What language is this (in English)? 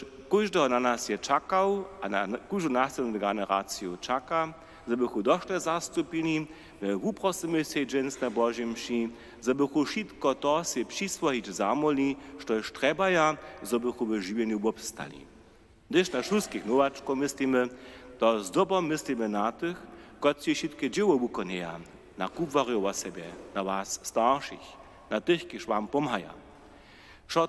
Upper Sorbian